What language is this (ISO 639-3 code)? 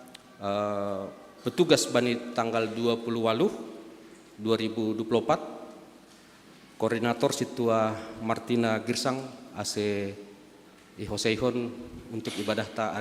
bts